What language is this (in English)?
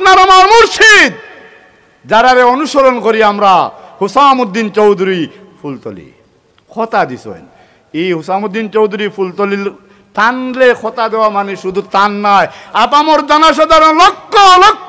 Sylheti